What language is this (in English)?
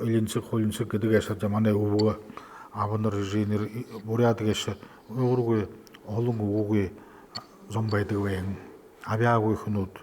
Buriat